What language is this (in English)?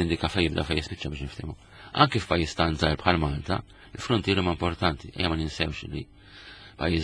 Maltese